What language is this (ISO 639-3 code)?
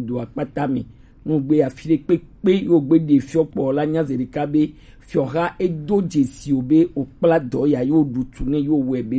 gej